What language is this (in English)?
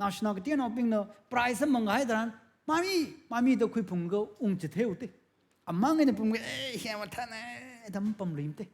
Tangkhul Naga (India)